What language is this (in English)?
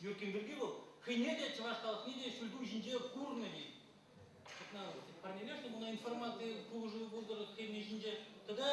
Chuvash